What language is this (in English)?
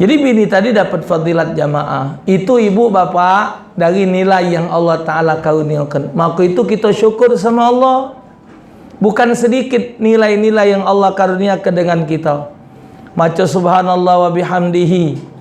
Musi